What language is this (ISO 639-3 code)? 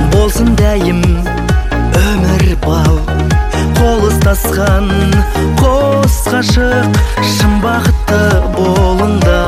kaz